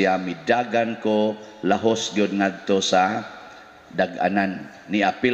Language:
Cebuano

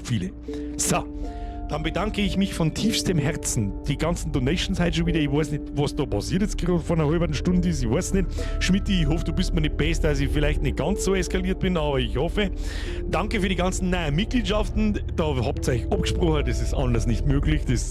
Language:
Bavarian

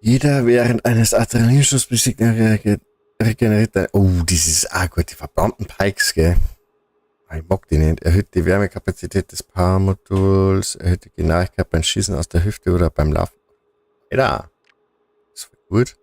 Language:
Bavarian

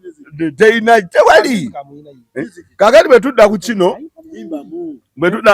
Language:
Ganda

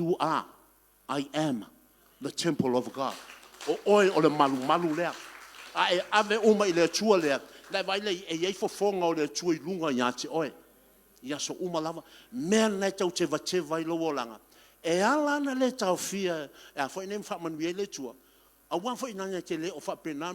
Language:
Samoan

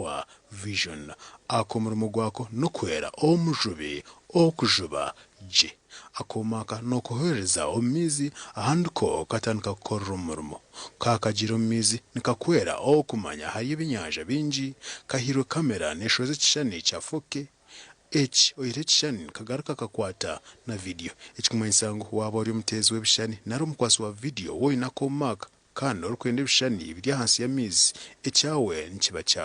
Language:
Nyankole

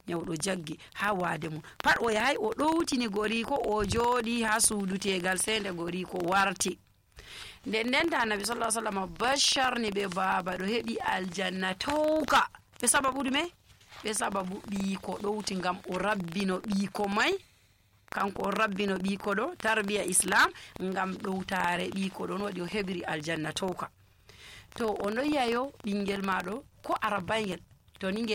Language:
Nigerian Fulfulde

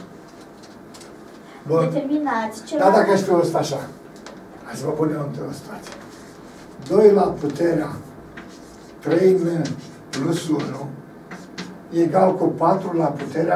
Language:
Romanian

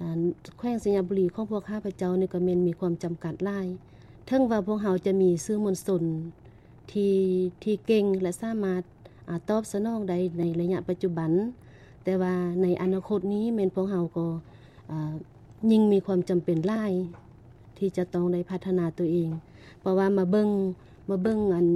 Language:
Lao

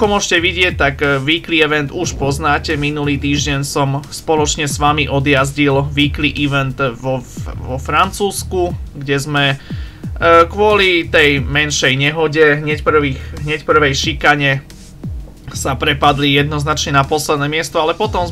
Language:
Slovak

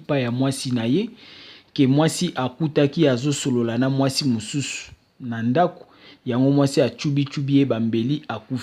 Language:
Lingala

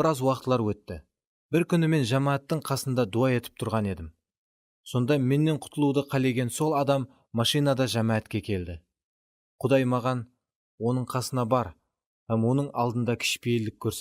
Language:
Kara-Kalpak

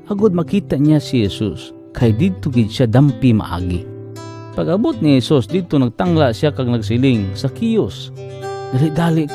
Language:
Hiligaynon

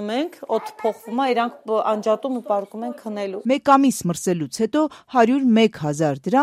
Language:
Armenian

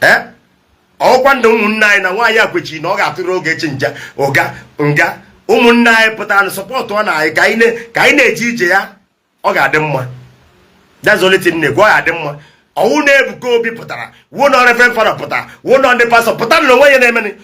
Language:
Igbo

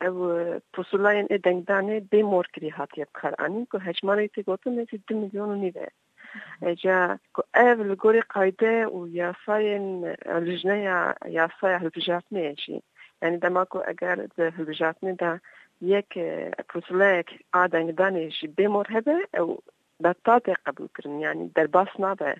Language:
Kurdish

